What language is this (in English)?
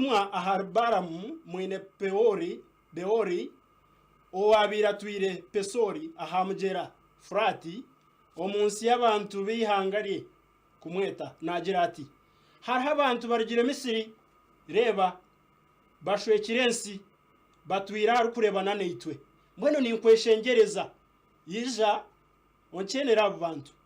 Nyankole